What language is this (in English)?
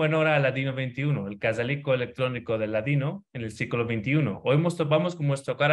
Ladino